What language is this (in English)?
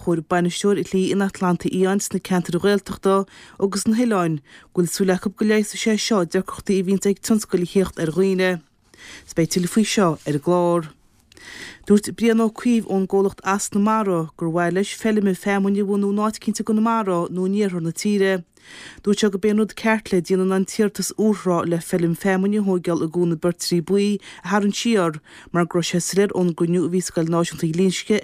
Irish